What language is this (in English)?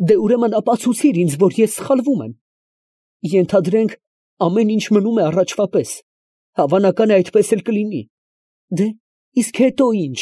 Armenian